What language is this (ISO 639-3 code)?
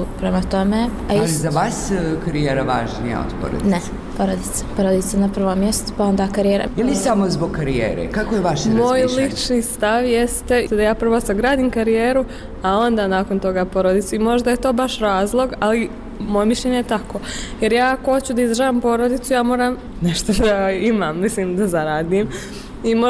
bos